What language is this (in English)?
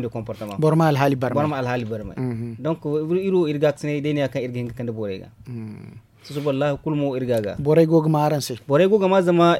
Zarma